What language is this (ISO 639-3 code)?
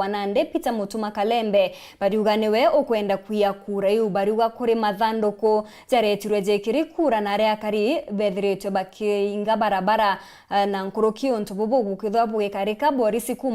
mer